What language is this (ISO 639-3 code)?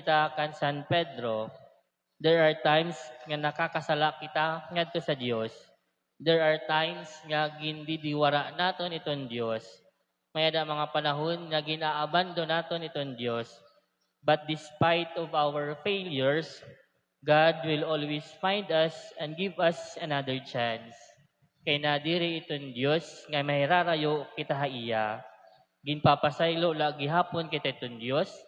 war